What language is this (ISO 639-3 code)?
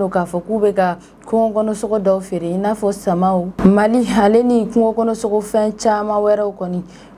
bam